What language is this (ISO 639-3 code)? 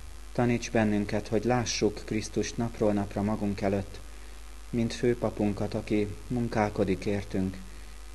hun